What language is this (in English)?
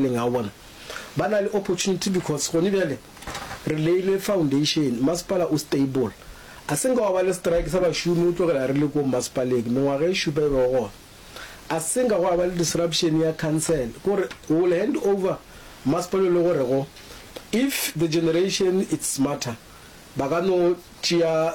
Northern Sotho